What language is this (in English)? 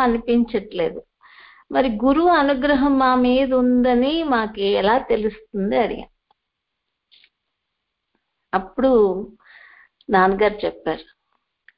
Telugu